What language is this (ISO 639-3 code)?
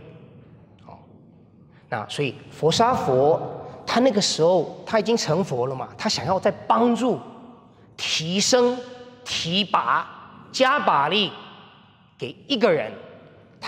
zho